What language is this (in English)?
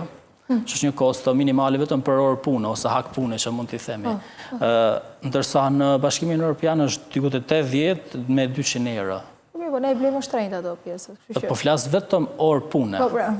Albanian